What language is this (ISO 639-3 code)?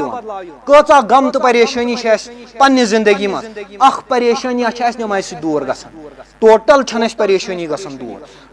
kas